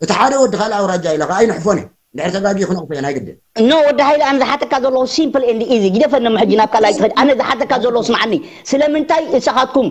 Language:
Tigrinya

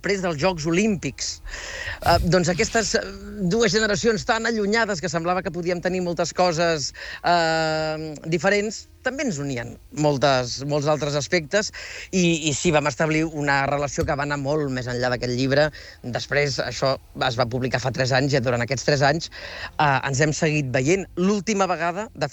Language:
Catalan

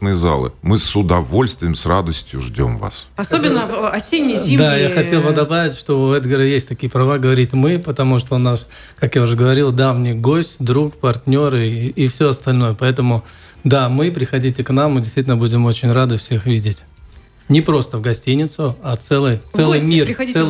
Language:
Russian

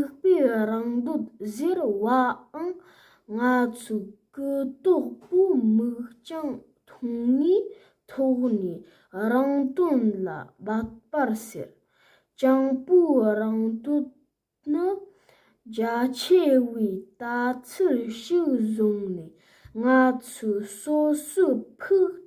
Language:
Tibetan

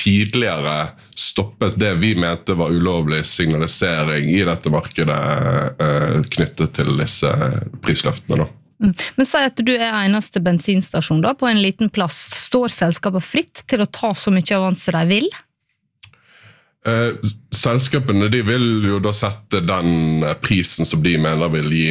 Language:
Norwegian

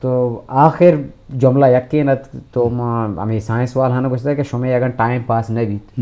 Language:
Eastern Balochi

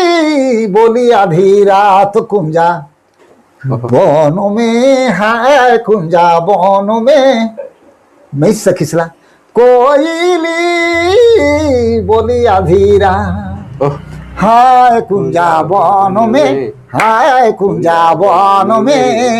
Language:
Sadri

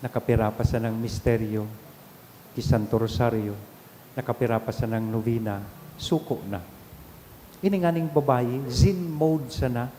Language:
Bikol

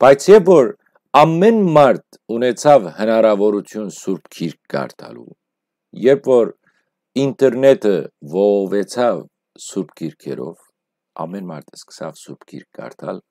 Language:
Western Armenian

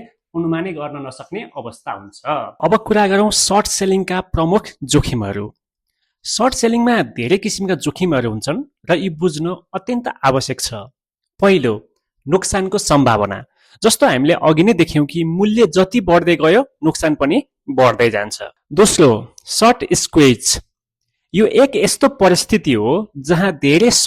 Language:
Nepali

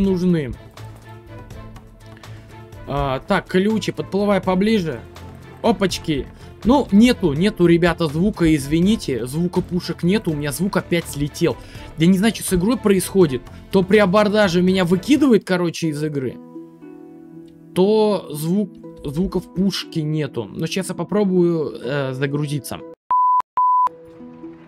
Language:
Russian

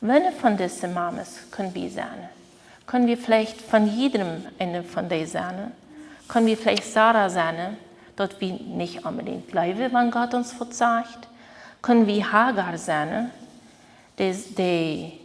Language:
Plautdietsch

